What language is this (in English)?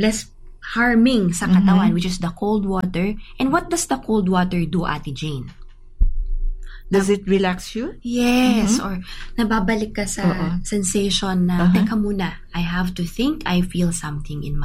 Filipino